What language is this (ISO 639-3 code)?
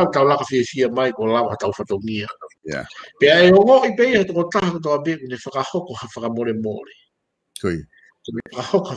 ton